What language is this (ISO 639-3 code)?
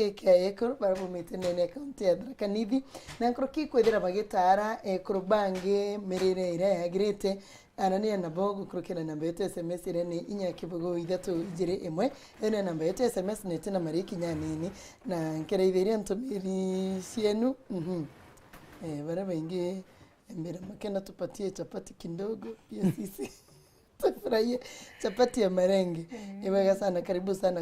mer